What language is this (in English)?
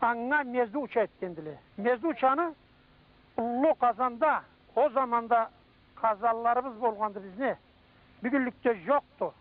Karachay-Balkar